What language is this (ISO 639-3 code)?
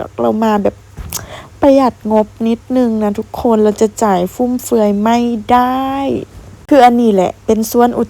lao